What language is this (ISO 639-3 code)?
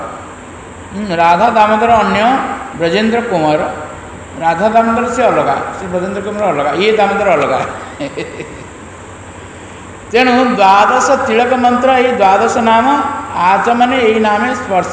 ori